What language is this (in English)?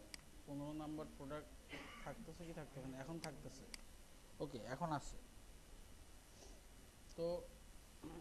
Bangla